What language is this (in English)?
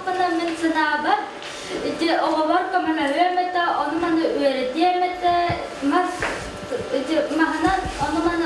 Yakut